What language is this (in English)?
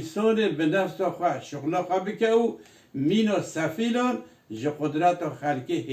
Kurdish